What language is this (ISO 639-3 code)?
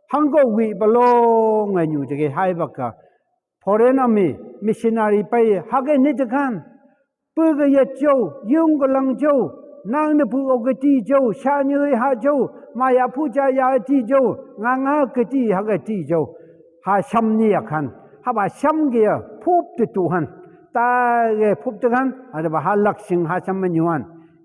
nph